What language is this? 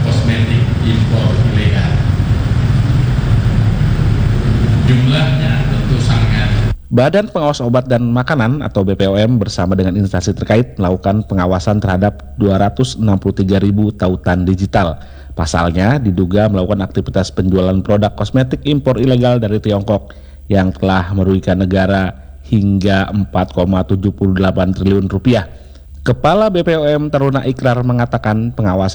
Indonesian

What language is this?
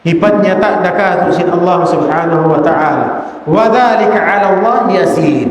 Tausug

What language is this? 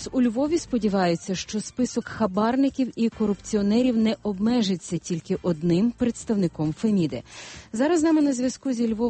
Ukrainian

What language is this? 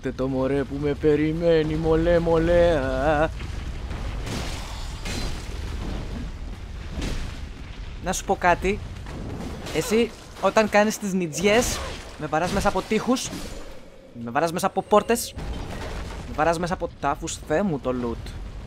Greek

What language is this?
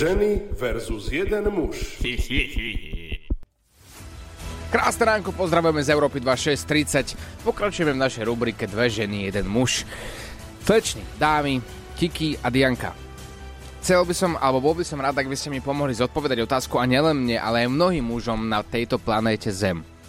Slovak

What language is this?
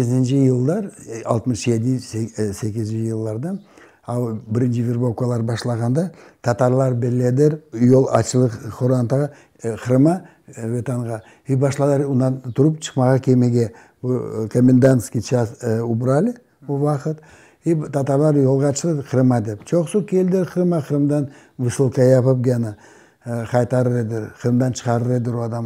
Crimean Tatar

